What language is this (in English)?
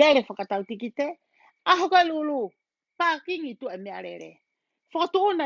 Tongan